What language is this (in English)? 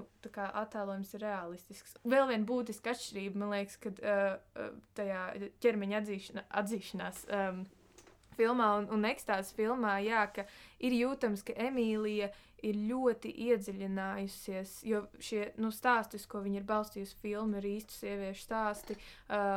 Latvian